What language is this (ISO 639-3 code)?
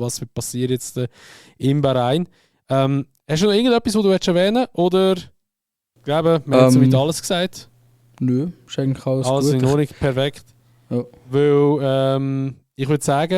gsw